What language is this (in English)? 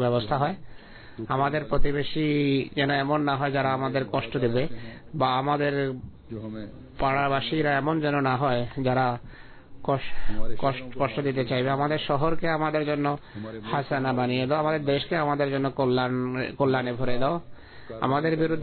Bangla